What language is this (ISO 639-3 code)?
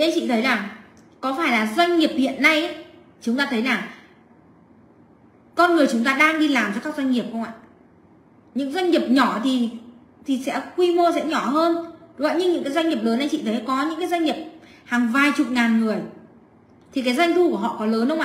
vie